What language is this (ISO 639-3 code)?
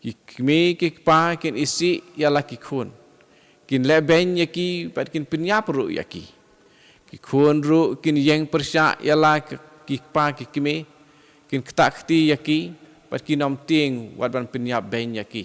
kha